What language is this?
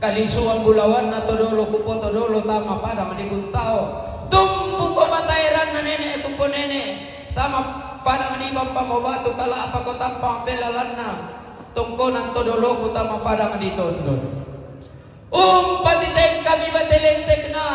Toraja-Sa'dan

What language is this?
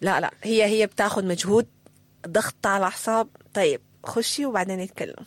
Sudanese Arabic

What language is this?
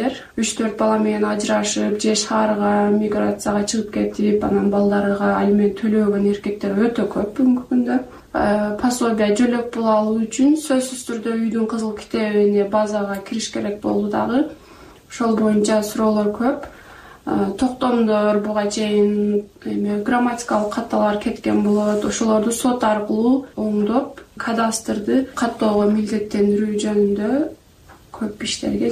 Kyrgyz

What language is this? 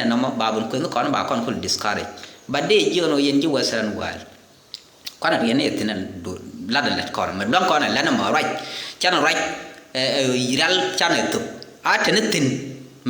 Nuer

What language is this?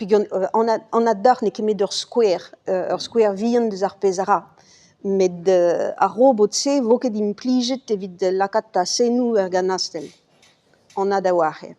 Breton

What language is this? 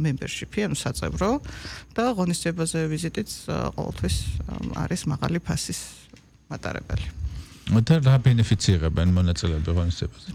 Georgian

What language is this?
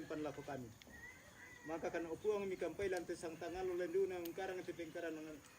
Toraja-Sa'dan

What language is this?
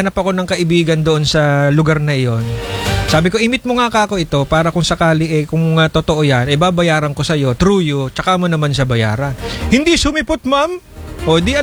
Filipino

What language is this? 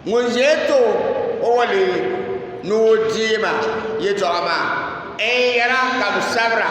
Dagbani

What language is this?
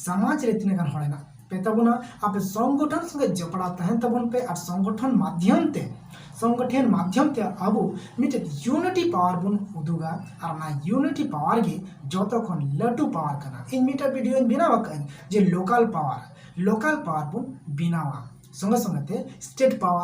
Santali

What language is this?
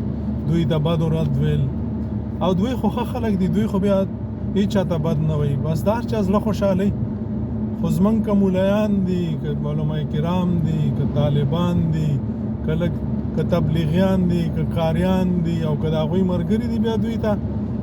Pashto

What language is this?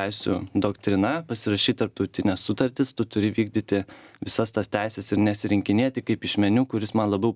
Lithuanian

